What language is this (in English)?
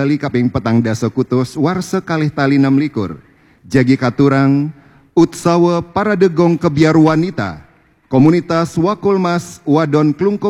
Balinese